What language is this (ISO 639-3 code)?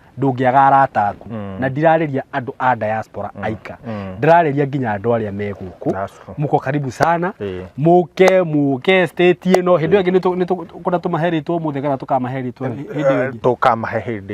kik